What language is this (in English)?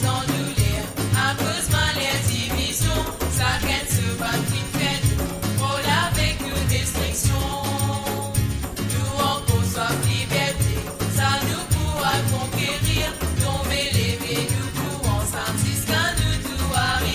Morisyen